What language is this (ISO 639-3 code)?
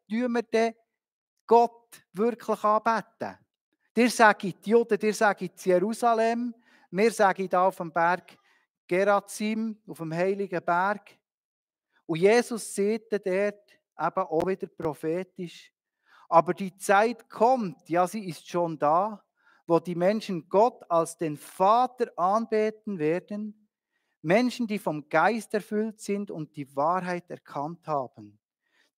gsw